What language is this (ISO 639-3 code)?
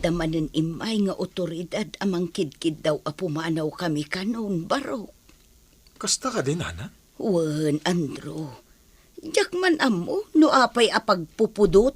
ilo